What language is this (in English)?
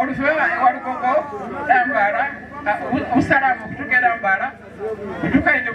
Soga